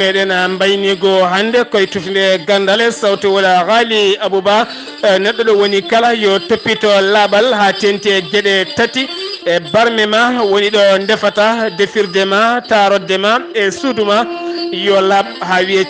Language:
Fula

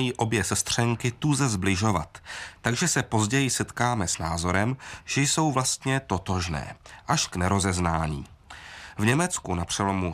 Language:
Czech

